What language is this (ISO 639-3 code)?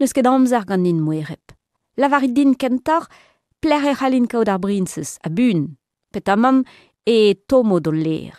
bre